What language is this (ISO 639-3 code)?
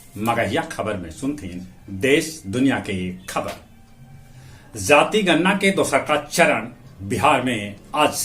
mag